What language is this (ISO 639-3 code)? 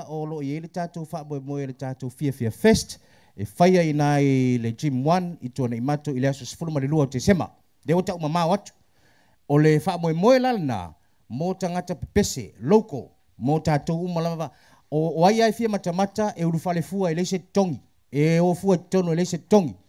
smo